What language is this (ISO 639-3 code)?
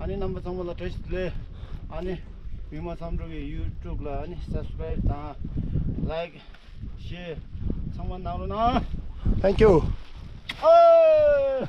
bod